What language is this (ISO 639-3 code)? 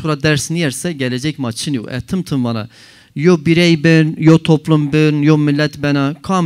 zza